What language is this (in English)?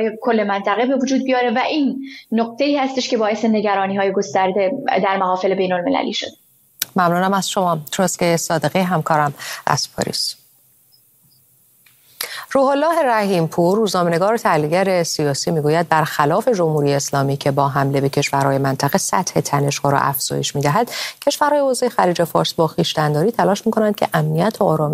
Persian